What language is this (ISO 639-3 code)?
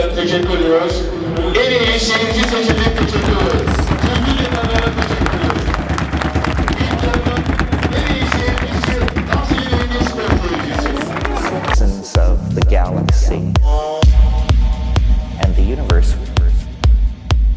tur